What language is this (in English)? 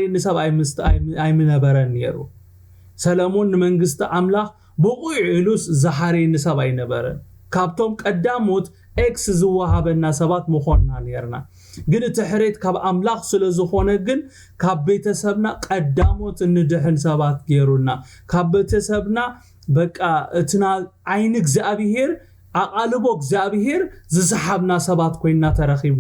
Tigrinya